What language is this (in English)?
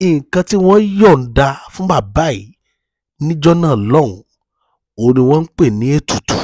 Yoruba